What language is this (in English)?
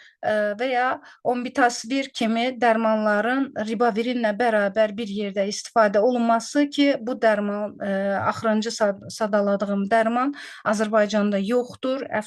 Azerbaijani